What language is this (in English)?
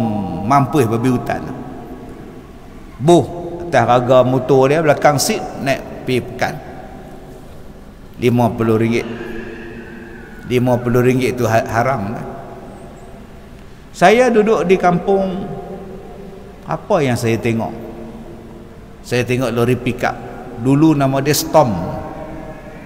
Malay